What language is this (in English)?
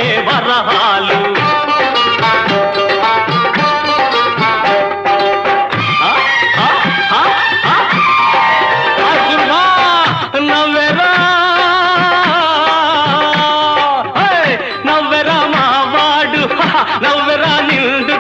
Telugu